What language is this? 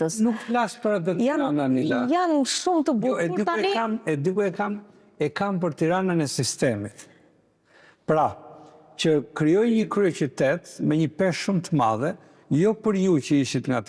Albanian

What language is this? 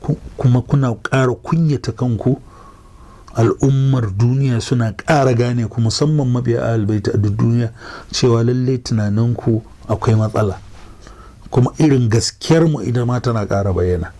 Hausa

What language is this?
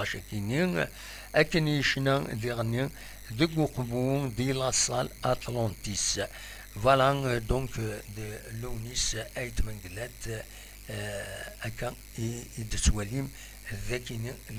Kabyle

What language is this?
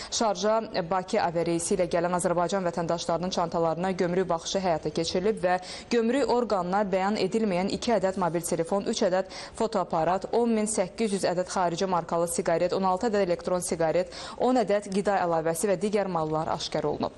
Azerbaijani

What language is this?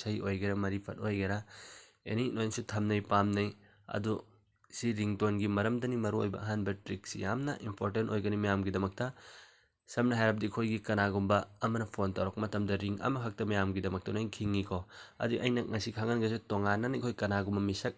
Manipuri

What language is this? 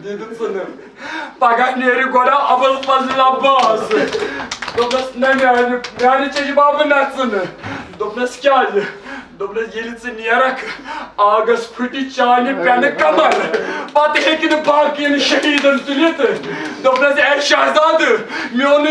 Kashmiri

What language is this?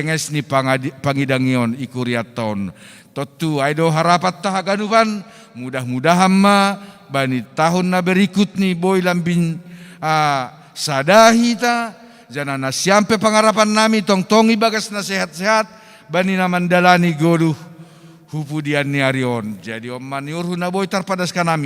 Batak Simalungun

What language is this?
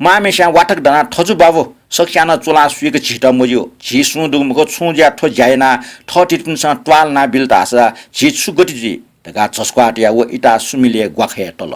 Newari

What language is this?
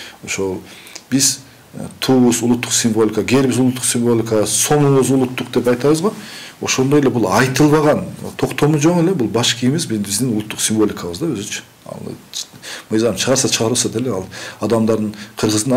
Kyrgyz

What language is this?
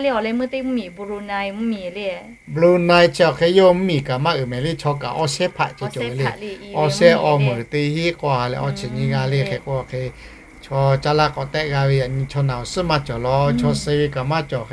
Lahu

